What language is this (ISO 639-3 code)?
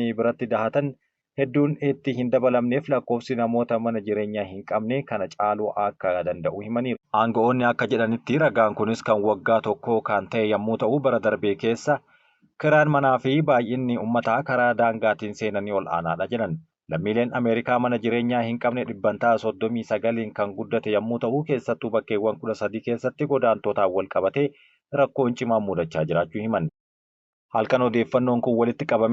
orm